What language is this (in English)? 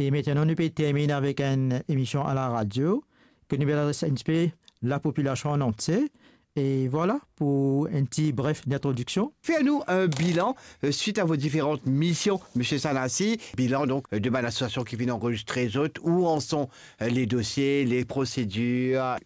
Morisyen